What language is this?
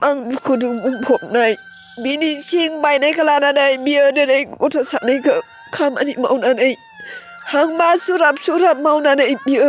Bodo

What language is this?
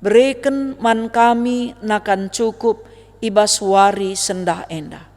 Batak Karo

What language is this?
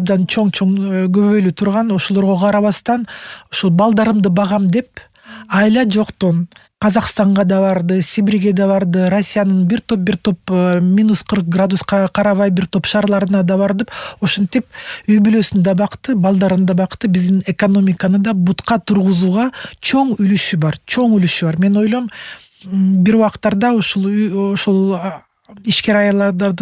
Kyrgyz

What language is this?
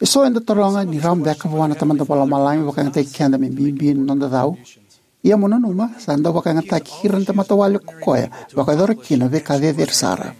Fijian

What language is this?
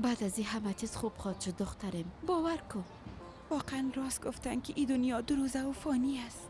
Persian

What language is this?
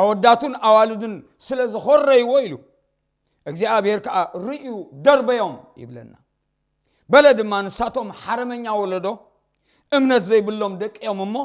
Tigrinya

